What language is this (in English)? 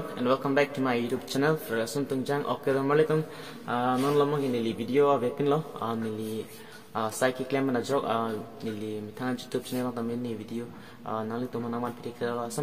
Karbi